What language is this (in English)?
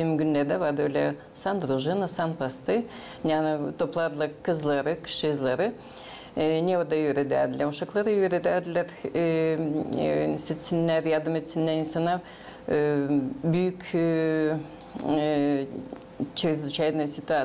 Gagauz